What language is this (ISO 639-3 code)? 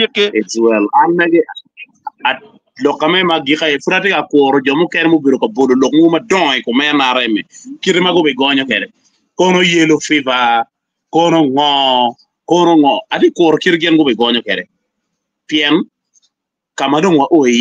ach